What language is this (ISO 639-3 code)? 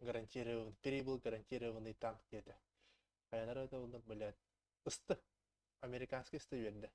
sah